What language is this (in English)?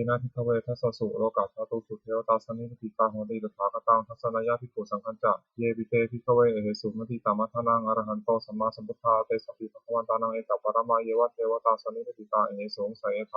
Pali